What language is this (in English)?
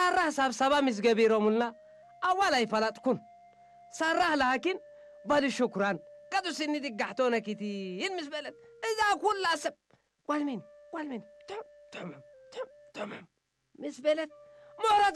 Tigre